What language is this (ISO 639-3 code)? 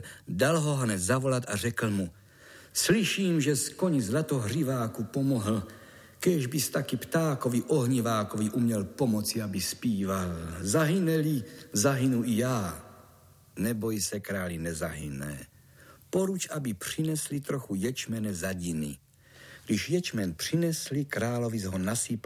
ces